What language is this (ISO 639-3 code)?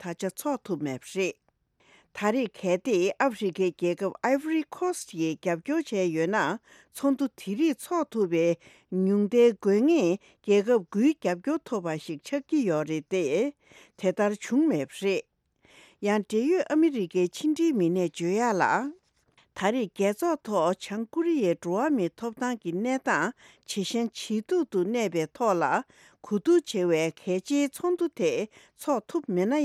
bod